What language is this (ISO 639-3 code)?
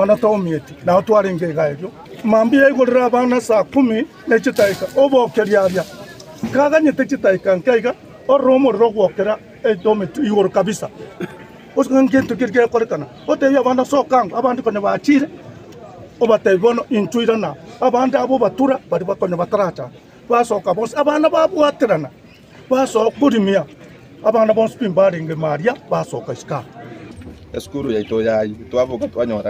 guz